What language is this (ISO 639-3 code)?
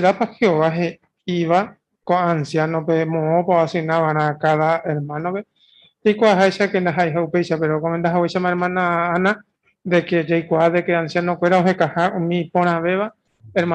grn